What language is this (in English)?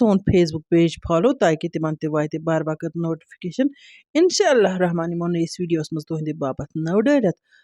Kashmiri